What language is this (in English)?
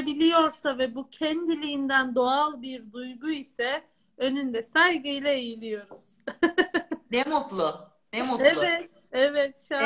Turkish